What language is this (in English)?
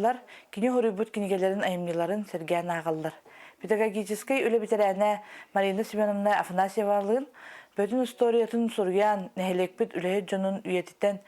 Yakut